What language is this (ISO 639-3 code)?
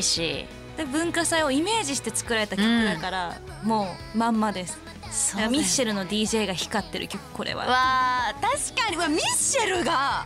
jpn